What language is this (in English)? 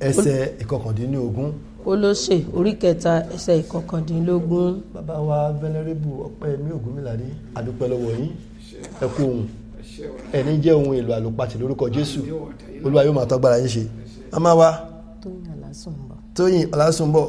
Yoruba